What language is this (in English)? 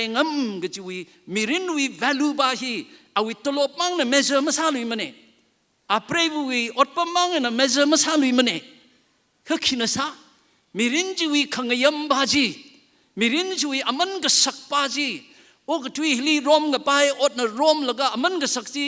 Tangkhul Naga (India)